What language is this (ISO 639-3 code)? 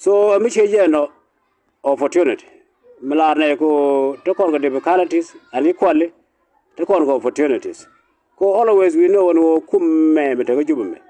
nus